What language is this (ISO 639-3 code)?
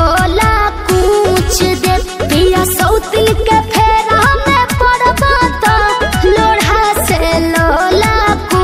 bho